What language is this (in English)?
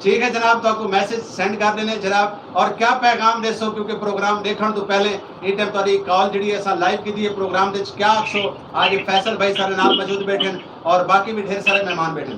Saraiki